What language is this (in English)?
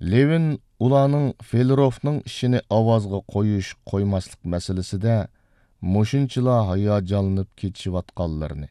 Uyghur